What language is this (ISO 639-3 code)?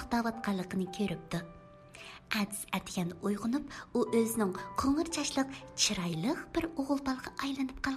uig